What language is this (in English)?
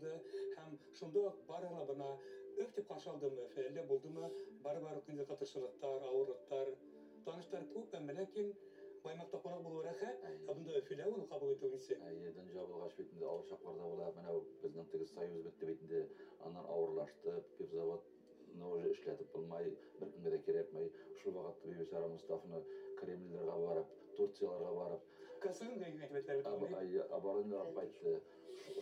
Bashkir